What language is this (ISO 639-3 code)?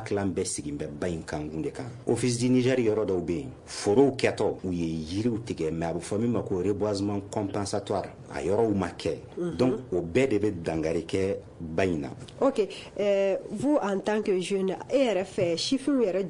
bam